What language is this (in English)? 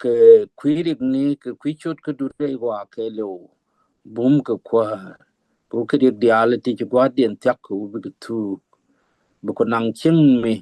Nuer